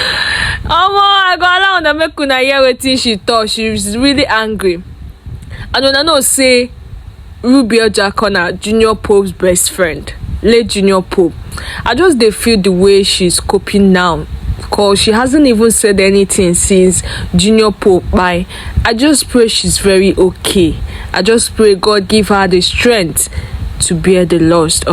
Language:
Nigerian Pidgin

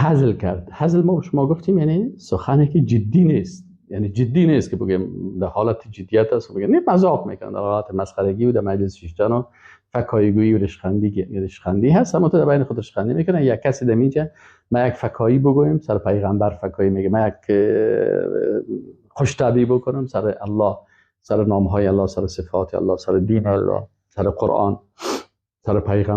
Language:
Persian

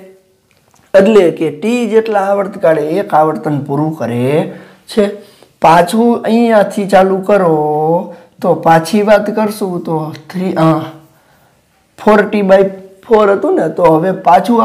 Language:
Gujarati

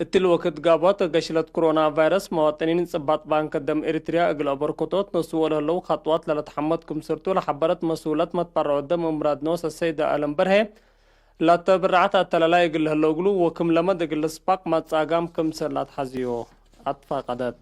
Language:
Tigre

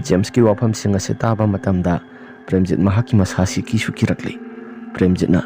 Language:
Manipuri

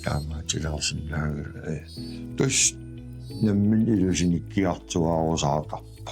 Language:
Kalaallisut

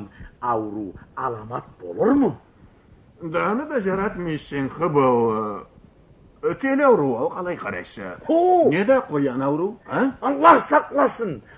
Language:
Karachay-Balkar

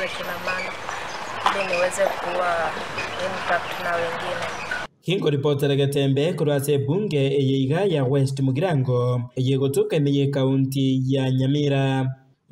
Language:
Gusii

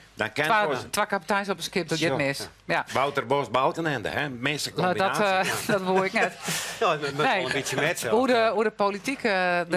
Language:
Western Frisian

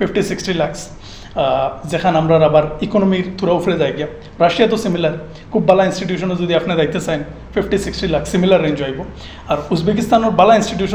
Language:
Sylheti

